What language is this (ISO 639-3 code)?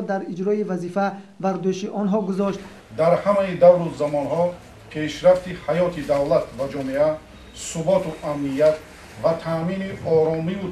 tgk